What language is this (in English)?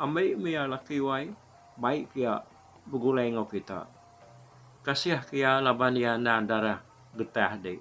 Iban